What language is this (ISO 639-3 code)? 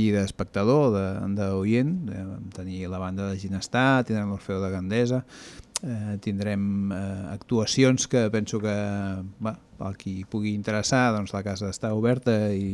cat